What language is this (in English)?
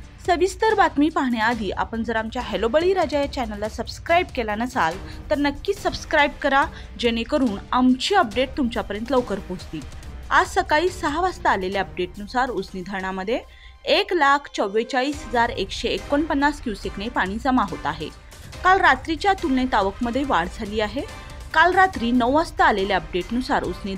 Marathi